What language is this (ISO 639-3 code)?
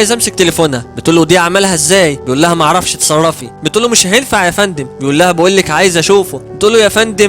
arz